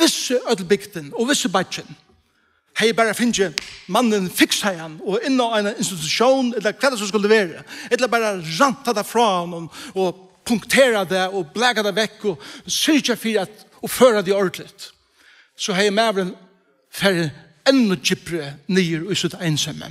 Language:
Faroese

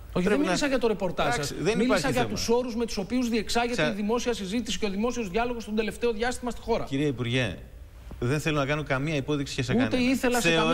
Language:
Greek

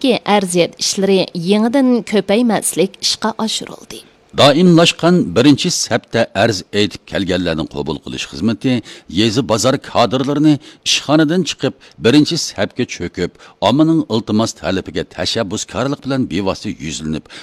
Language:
Uyghur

